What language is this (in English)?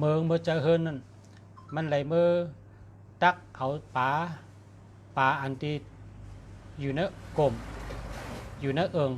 Shan